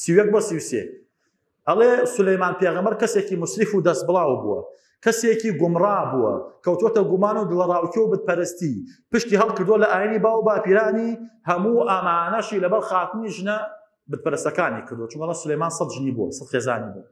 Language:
Central Kurdish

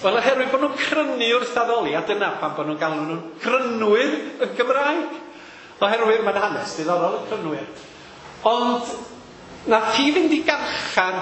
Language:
Welsh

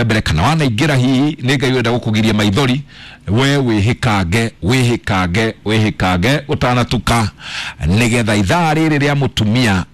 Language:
Kikuyu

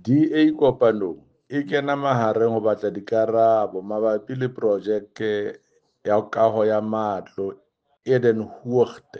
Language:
Southern Sotho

